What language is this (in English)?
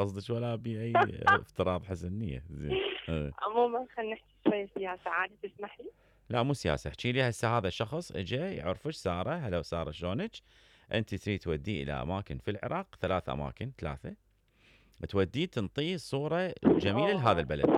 Mesopotamian Arabic